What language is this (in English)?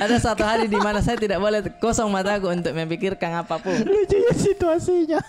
Makassar Malay